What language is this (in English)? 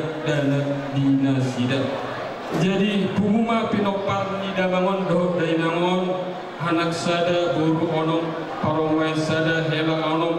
Batak Toba